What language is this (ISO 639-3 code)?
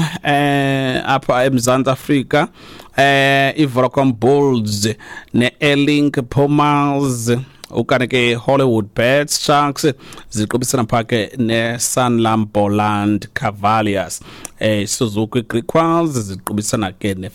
xho